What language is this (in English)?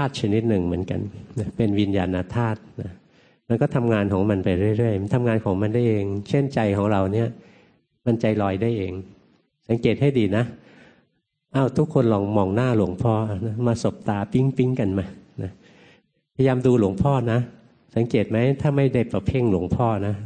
Thai